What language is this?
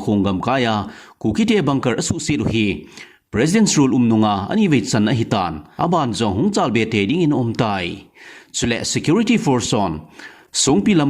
Thado Chin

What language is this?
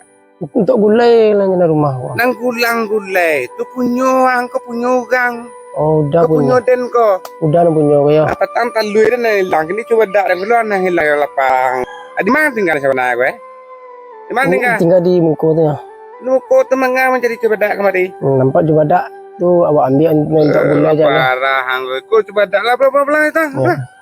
Minangkabau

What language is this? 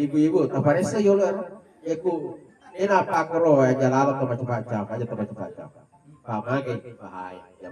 Buginese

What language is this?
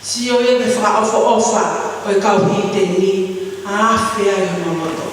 Tongan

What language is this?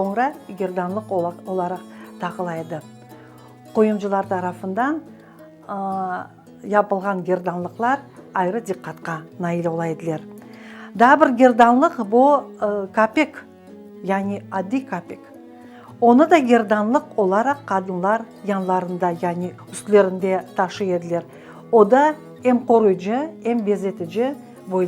Crimean Tatar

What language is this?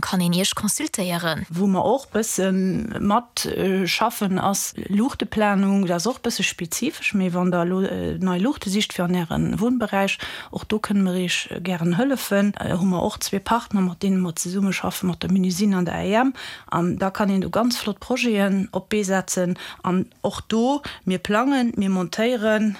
Luxembourgish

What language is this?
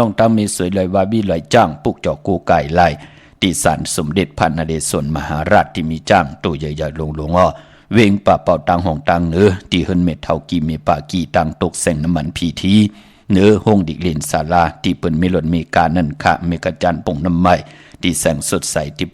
Shan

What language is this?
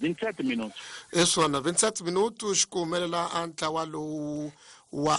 Tsonga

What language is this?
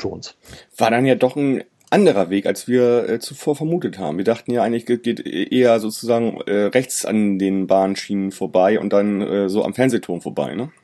German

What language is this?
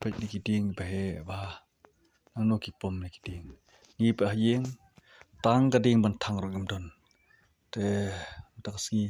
Khasi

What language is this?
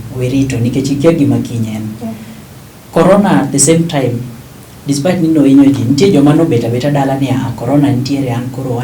Luo (Kenya and Tanzania)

